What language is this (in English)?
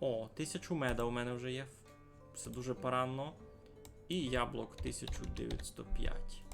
Rusyn